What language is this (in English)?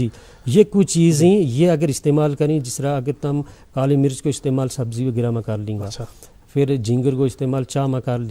Gujari